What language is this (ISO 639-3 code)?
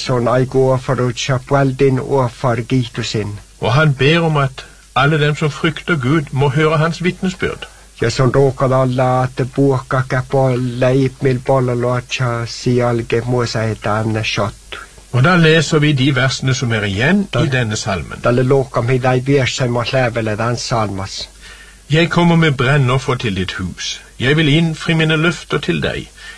nor